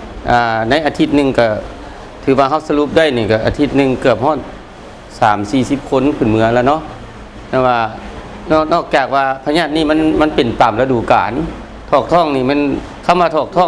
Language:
Lao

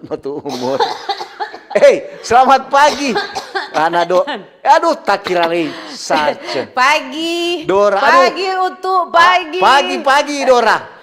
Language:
Manado Malay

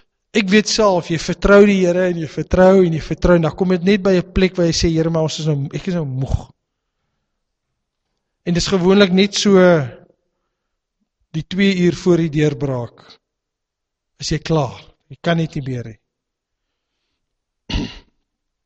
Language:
Afrikaans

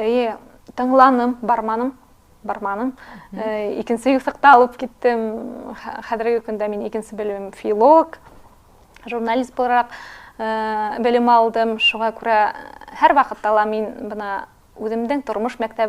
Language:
Bashkir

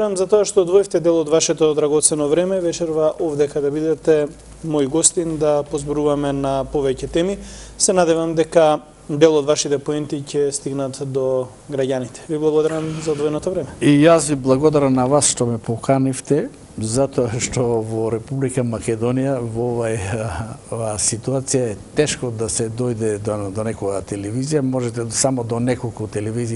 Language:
Macedonian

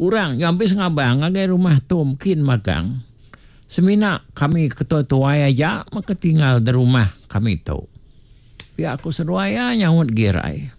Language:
Iban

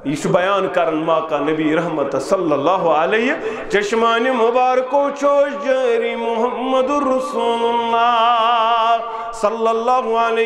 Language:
Kashmiri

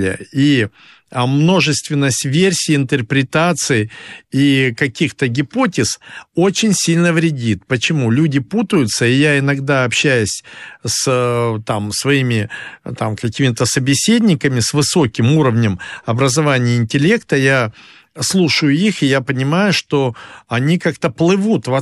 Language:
Russian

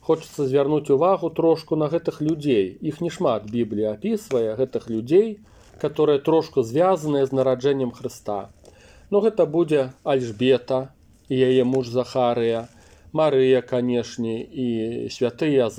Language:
Belarusian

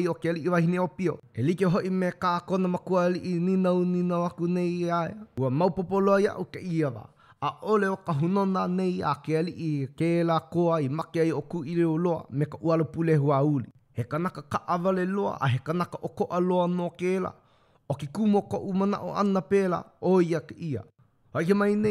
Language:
Hawaiian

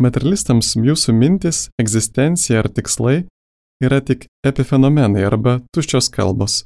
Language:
Lithuanian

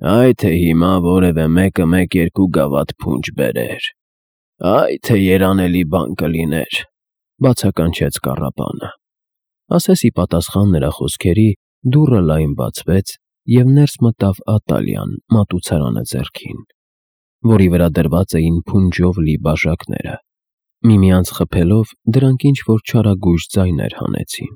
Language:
Armenian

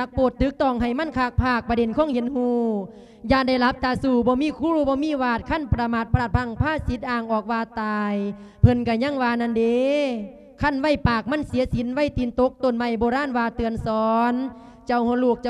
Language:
Lao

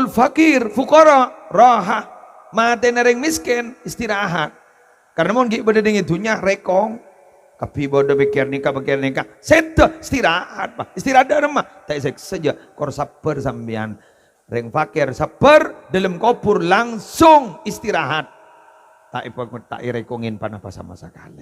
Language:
Madurese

